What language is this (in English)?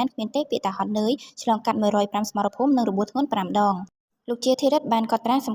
Khmer